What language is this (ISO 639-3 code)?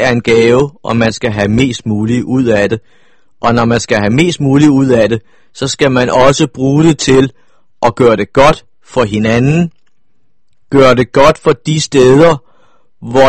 dan